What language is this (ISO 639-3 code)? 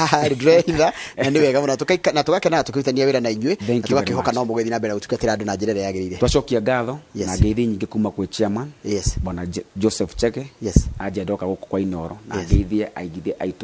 kik